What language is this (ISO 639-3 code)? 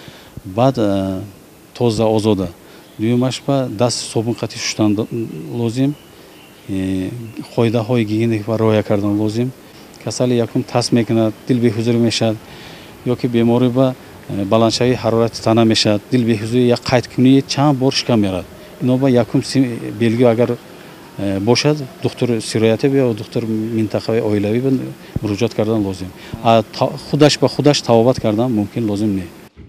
tgk